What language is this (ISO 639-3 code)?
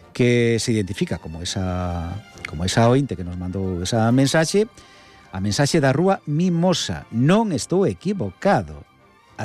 glg